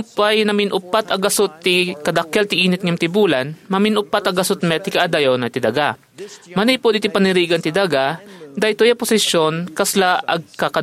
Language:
Iloko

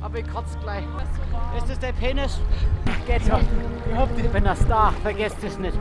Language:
Bavarian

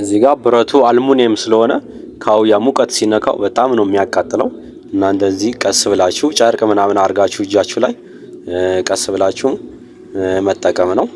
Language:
Amharic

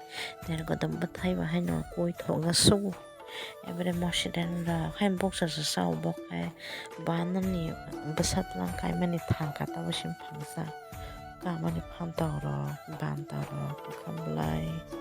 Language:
Kok Borok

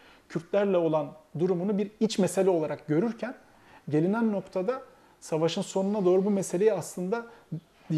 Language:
Turkish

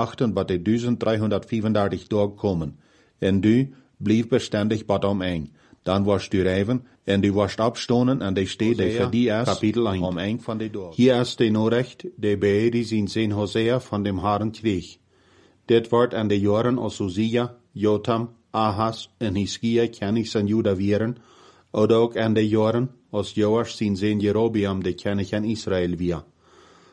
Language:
Plautdietsch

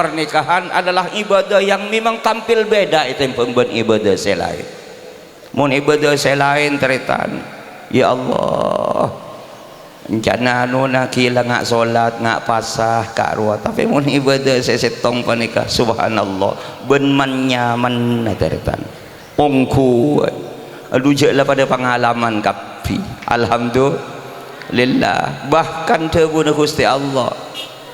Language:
Madurese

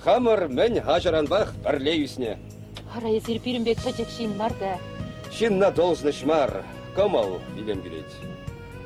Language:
Chuvash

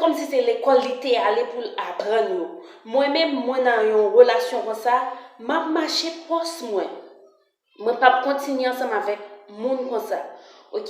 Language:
Haitian Creole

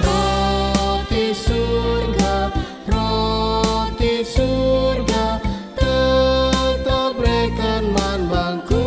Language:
Batak Karo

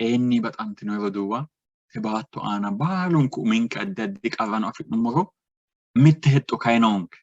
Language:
Sidamo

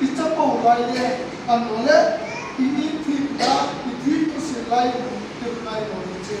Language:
Hmar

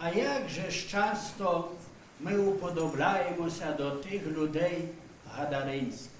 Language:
Rusyn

